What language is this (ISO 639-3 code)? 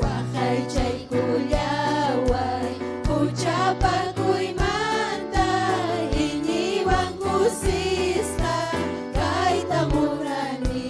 quy